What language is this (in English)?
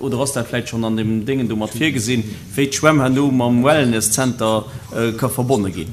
Luxembourgish